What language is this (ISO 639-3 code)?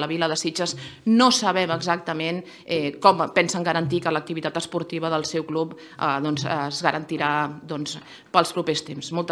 cat